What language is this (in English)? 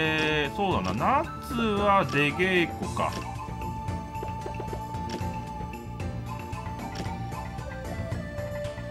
Japanese